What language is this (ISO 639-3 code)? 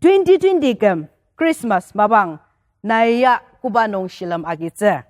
njo